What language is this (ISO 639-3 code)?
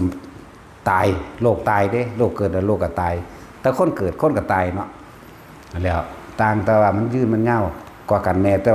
tts